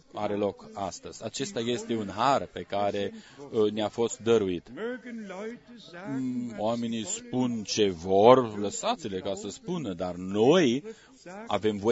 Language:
Romanian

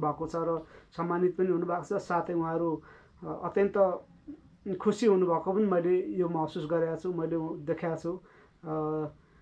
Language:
Nepali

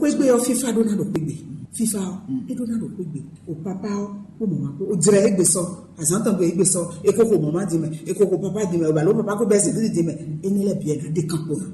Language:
Fon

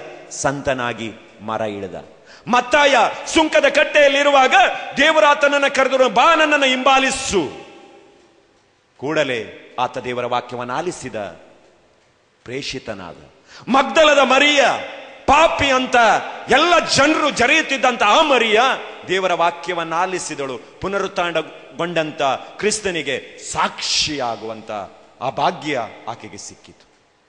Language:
Kannada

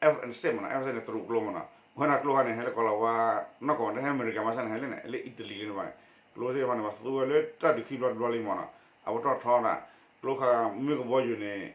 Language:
S'gaw Karen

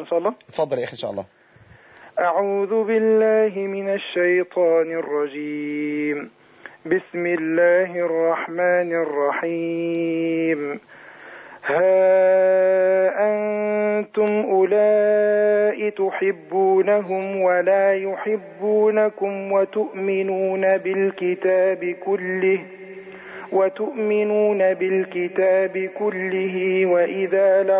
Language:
Arabic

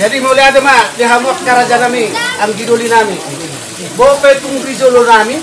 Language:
Batak Toba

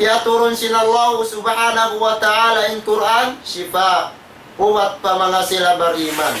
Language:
Tausug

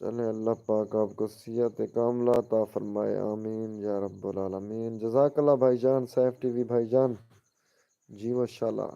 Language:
Saraiki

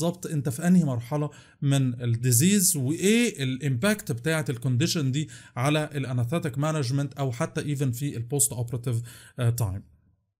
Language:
Egyptian Arabic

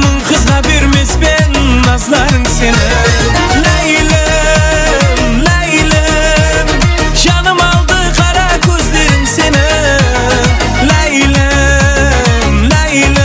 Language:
Kara-Kalpak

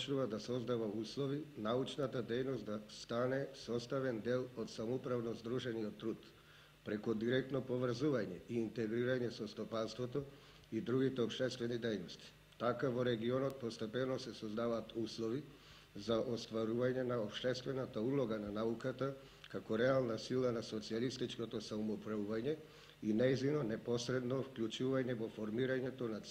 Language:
Macedonian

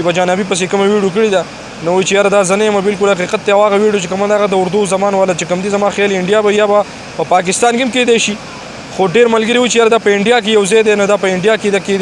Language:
Pashto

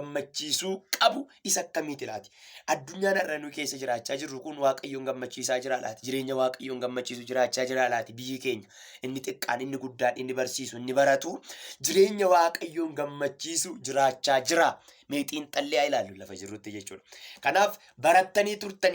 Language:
Oromo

